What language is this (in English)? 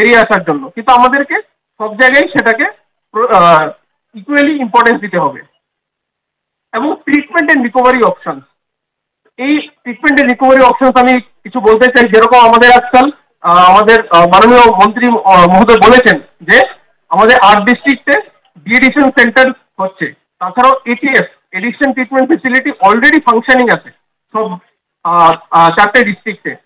Bangla